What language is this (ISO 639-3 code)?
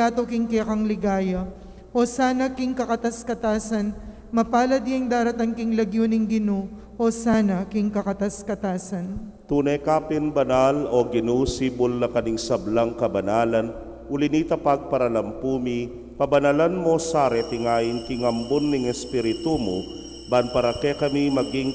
pam